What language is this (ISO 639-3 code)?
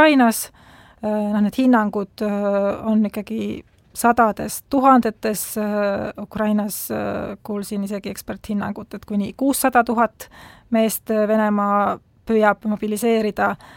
est